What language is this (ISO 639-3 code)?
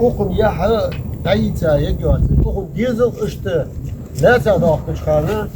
inh